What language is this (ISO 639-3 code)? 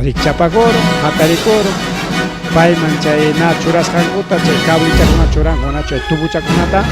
quy